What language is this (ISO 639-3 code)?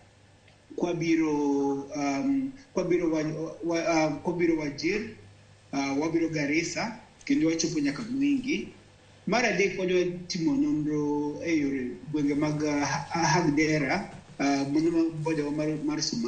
luo